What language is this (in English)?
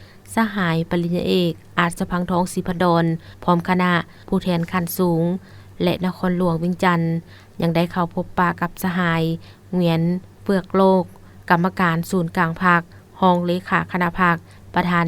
Lao